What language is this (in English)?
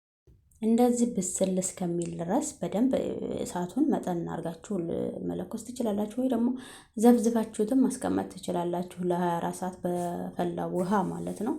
Amharic